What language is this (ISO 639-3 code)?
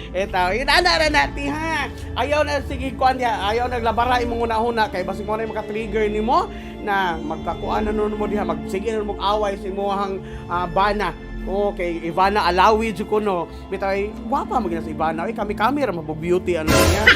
ceb